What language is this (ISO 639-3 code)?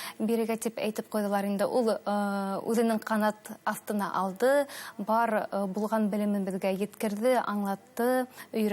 bak